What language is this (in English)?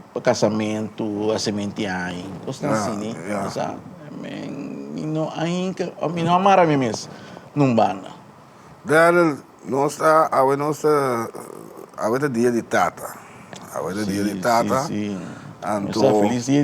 Papiamento